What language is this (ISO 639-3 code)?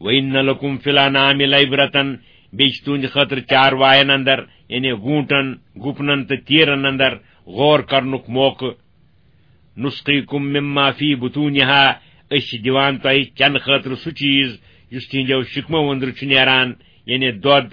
kas